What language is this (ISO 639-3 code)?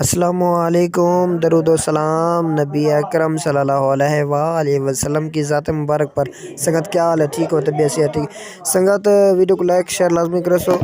skr